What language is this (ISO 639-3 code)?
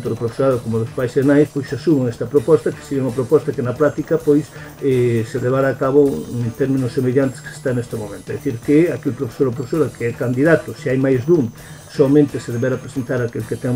glg